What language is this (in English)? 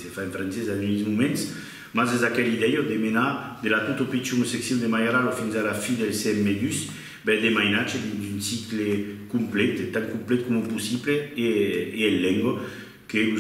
Occitan